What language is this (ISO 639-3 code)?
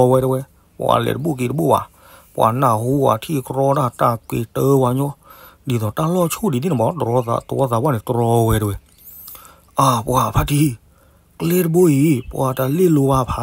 ksw